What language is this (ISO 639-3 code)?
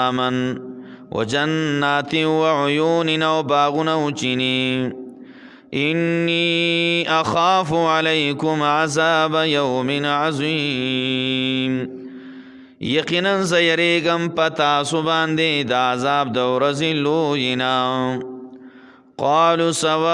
pus